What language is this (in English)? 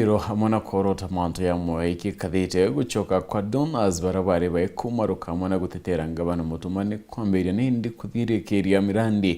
Meru